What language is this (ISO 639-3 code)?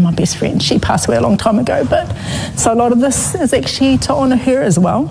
mri